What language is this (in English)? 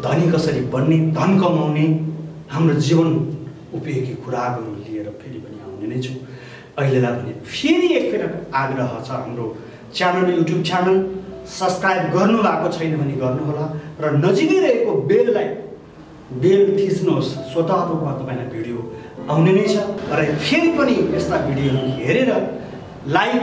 Nepali